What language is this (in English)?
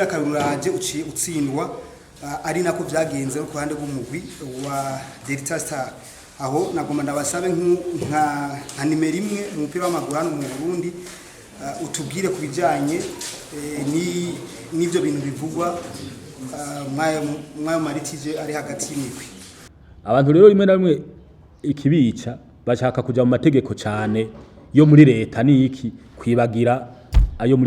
Rundi